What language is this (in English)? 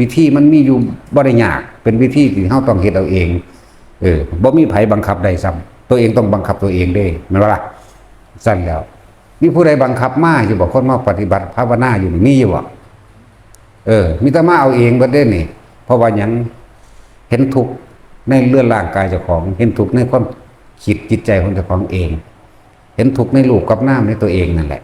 Northeastern Thai